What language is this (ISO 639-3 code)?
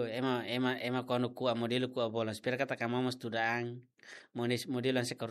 tet